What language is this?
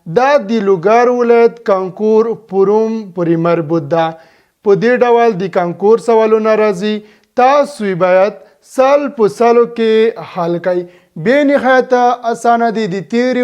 Pashto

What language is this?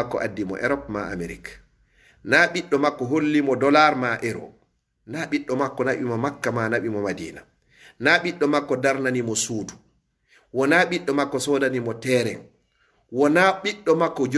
Fula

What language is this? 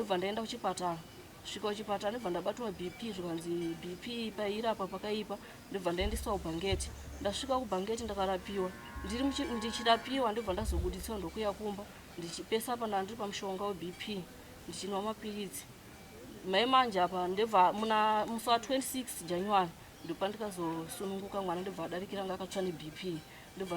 Shona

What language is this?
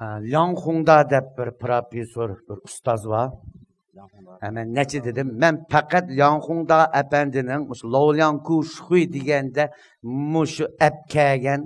Uyghur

